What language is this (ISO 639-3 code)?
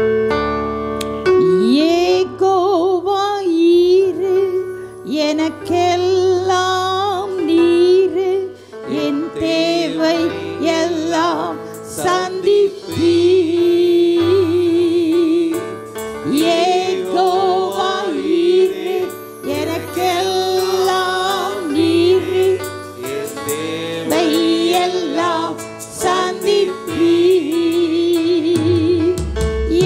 tam